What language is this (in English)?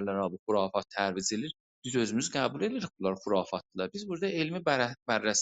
South Azerbaijani